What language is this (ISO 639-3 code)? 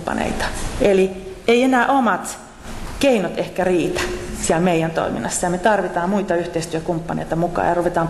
fin